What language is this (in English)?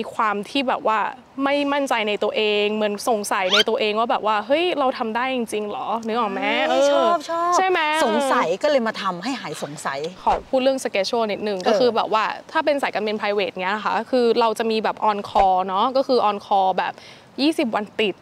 Thai